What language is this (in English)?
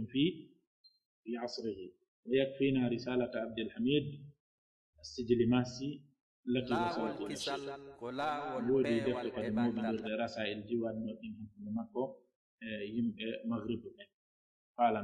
Pular